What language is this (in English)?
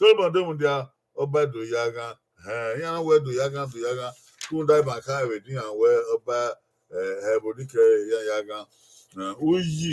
Bini